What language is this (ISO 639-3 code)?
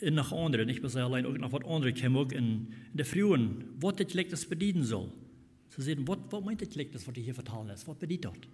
pdt